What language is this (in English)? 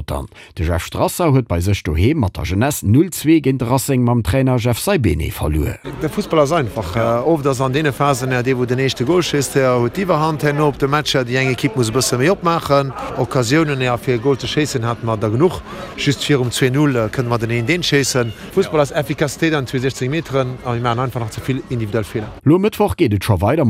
Luxembourgish